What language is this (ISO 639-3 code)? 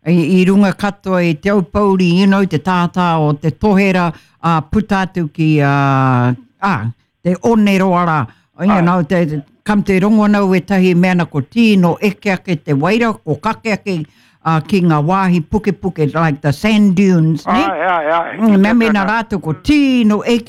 mri